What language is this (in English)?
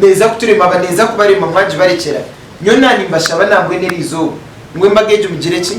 Nyankole